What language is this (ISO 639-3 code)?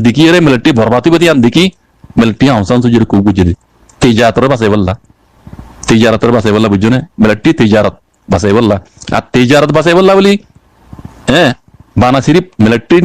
rhg